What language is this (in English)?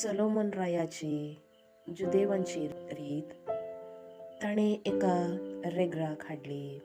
Konkani